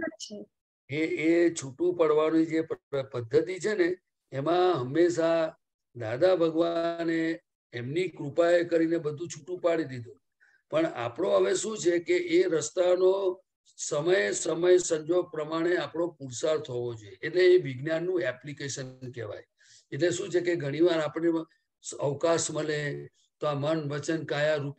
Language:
Gujarati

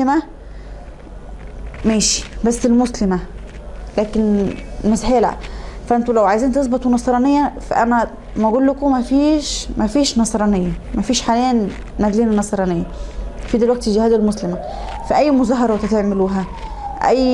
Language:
Egyptian Arabic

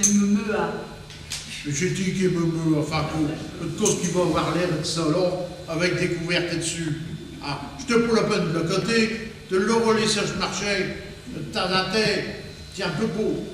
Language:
Picard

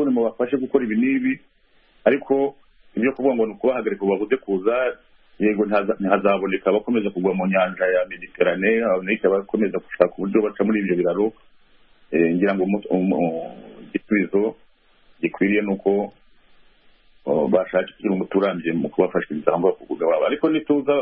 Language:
Kinyarwanda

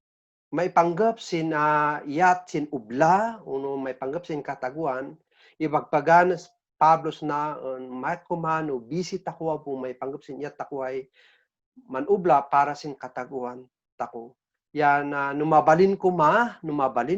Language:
Kankanaey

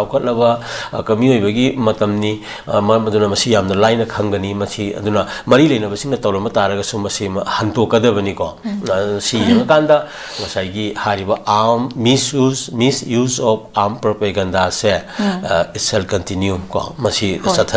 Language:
Manipuri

